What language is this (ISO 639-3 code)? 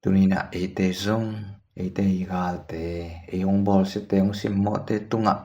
ctd